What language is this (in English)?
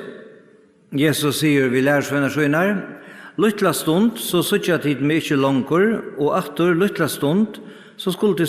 Faroese